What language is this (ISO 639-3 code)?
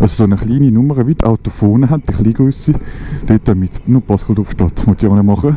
gsw